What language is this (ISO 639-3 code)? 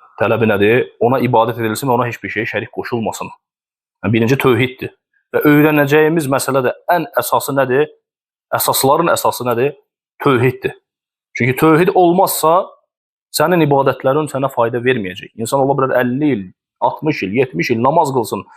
aze